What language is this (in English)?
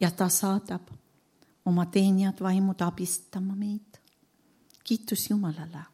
Estonian